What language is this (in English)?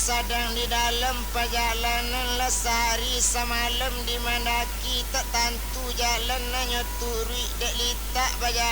Minangkabau